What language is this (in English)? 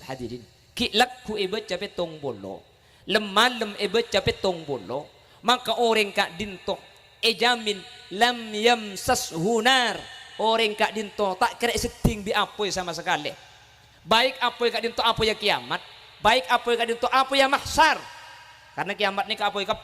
Madurese